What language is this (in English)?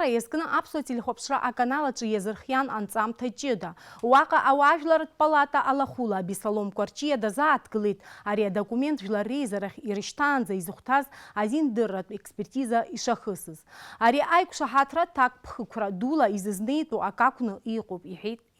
Abkhazian